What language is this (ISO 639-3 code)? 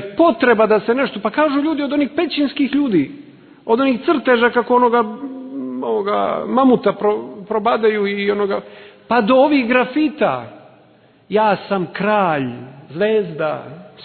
srp